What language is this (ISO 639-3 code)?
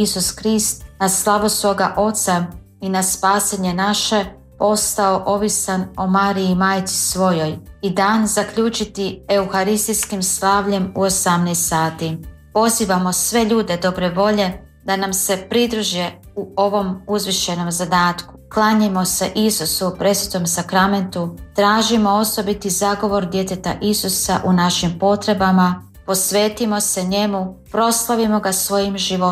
hrv